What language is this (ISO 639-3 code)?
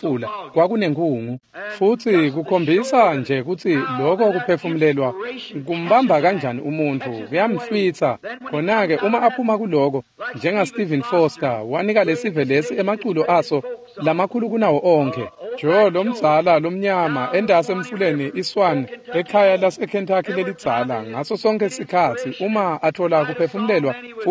ssw